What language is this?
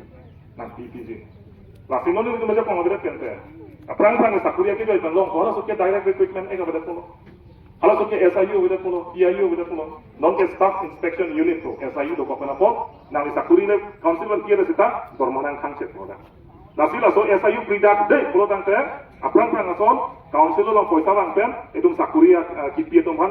Karbi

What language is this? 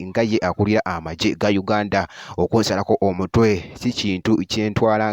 Ganda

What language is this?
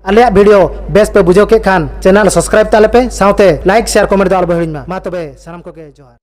Santali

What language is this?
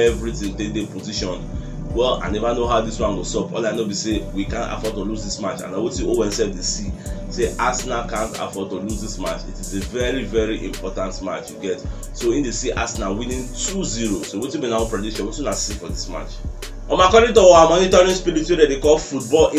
Nigerian Pidgin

